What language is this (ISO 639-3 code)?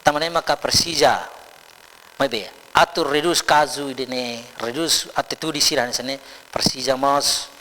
tet